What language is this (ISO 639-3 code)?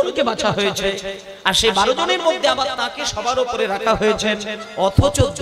ben